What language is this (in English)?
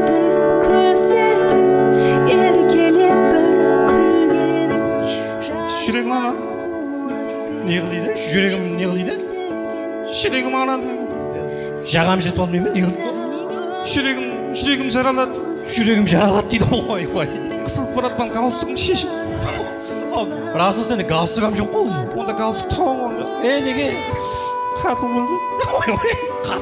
Kazakh